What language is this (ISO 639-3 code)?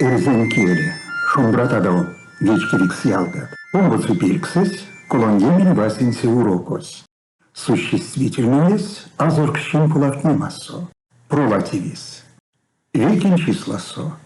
myv